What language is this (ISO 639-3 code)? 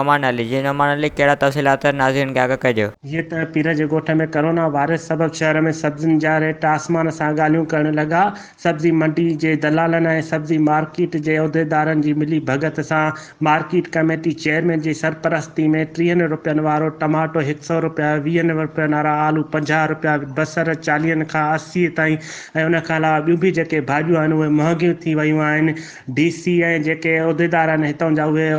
snd